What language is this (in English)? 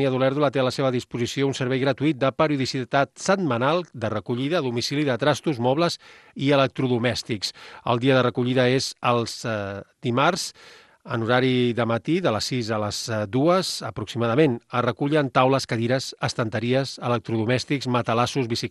Catalan